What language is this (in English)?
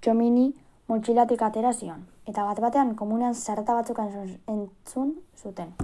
Basque